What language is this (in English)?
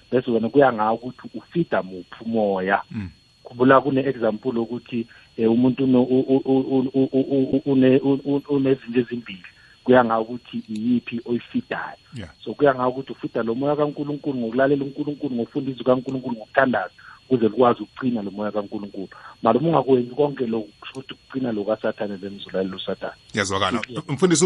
South Ndebele